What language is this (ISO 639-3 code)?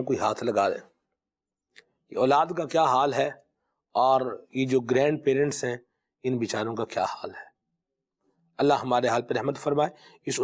urd